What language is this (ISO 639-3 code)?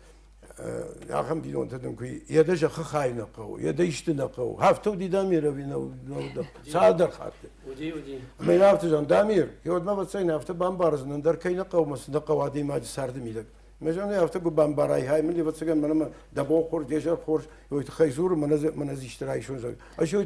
oss